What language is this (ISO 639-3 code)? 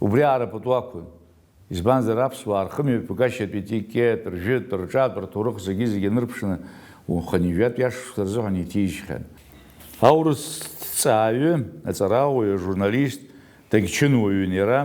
abk